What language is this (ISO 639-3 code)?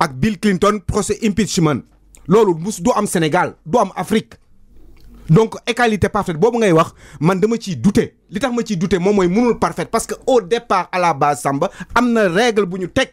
wol